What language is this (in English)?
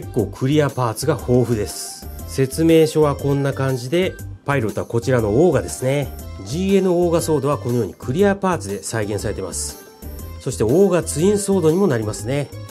Japanese